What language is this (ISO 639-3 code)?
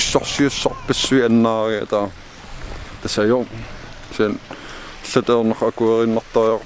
kal